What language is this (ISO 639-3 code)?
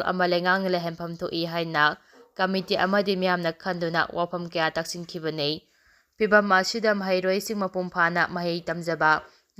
mni